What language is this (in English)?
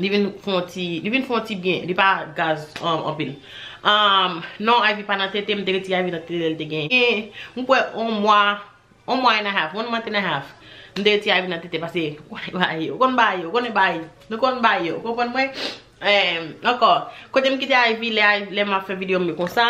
Haitian Creole